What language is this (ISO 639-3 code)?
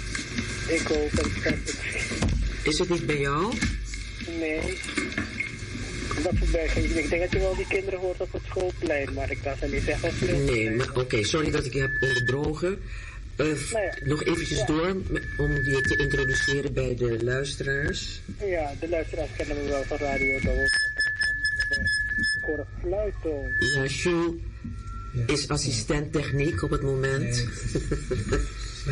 nld